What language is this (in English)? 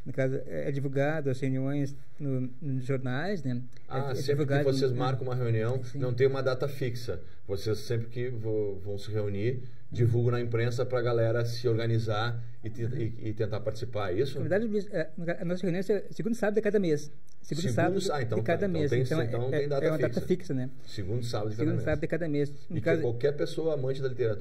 Portuguese